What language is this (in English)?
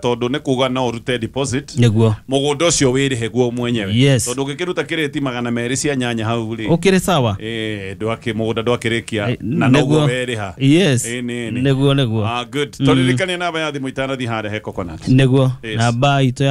Kikuyu